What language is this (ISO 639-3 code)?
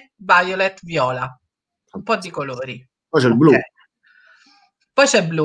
ita